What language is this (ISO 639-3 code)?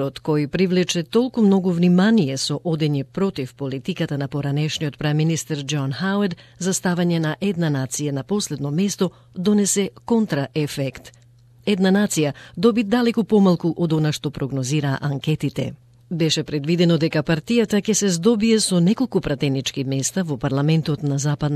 mkd